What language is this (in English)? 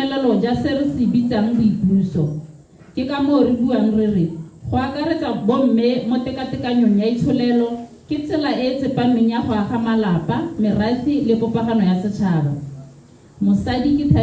Tswana